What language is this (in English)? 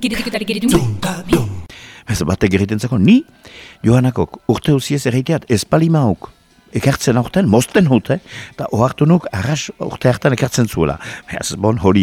Basque